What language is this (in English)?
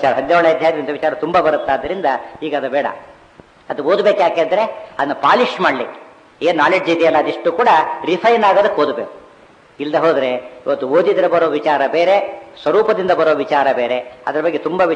Kannada